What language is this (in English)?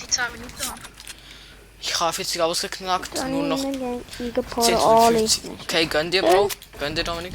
Swiss German